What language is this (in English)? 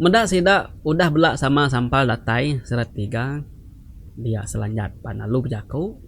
Iban